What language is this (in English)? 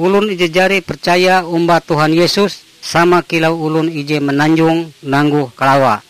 Ngaju